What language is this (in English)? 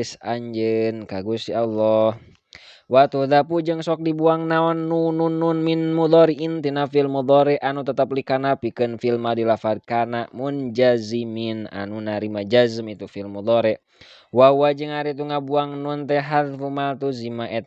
Sundanese